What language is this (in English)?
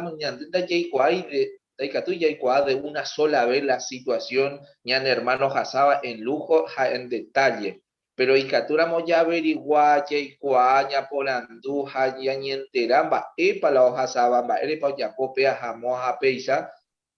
Guarani